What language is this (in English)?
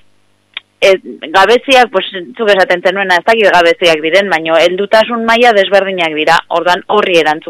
Basque